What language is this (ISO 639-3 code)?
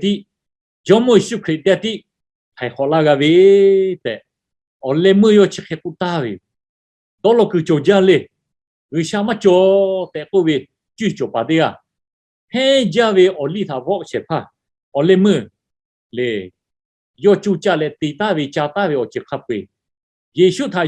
lhu